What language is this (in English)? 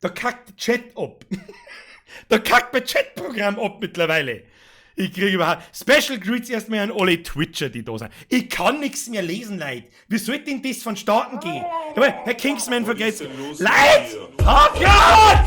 Bavarian